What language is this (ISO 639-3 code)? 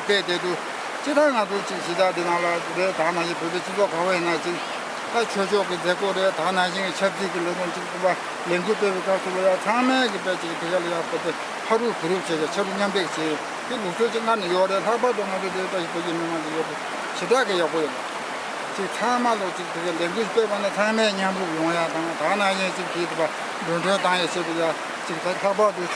bod